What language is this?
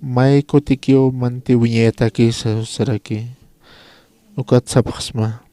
Aymara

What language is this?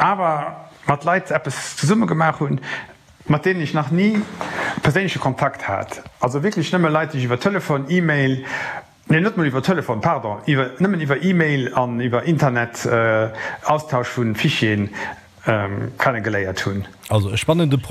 Luxembourgish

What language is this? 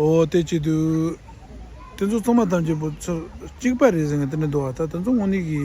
Tibetan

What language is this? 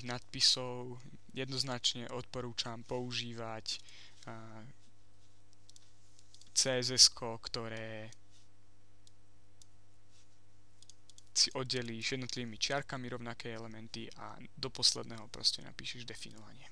Slovak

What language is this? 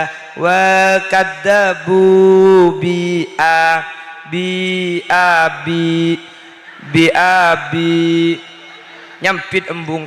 Madurese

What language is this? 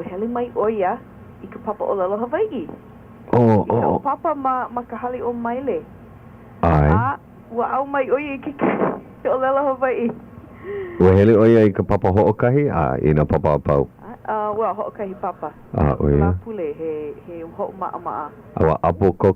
Hawaiian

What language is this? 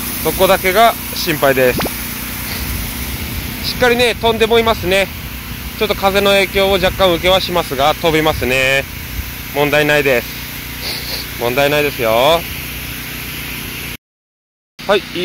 Japanese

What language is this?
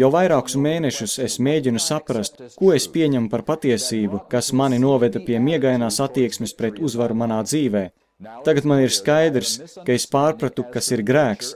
Latvian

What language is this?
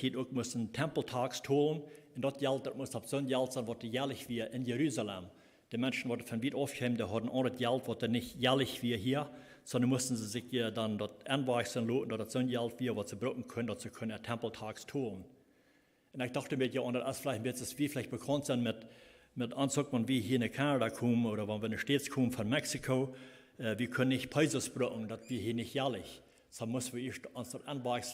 Plautdietsch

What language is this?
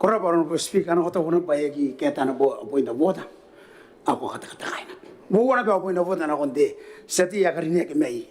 Gilbertese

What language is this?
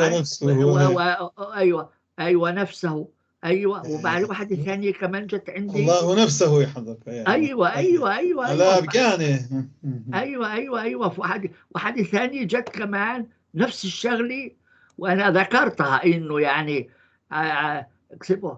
North Levantine Arabic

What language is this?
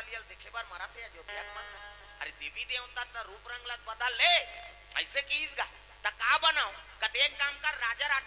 Chhattisgarhi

